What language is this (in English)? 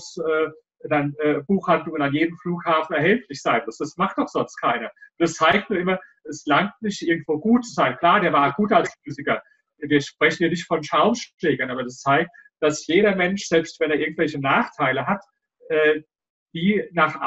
German